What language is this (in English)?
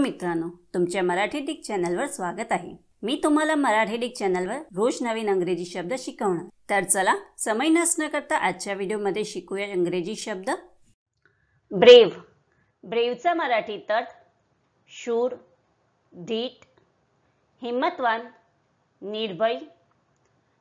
Marathi